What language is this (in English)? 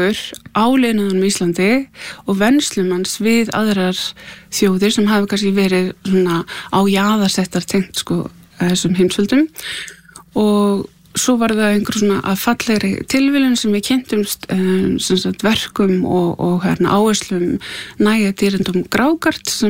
Icelandic